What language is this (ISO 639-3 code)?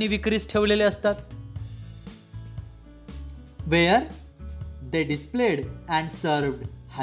mar